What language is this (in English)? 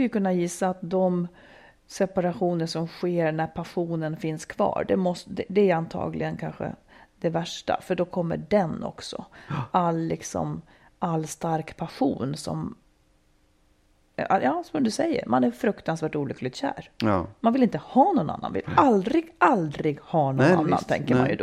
Swedish